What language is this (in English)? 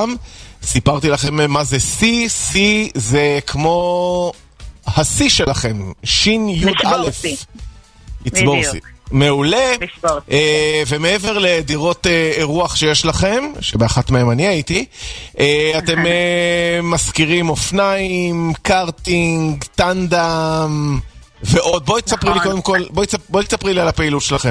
Hebrew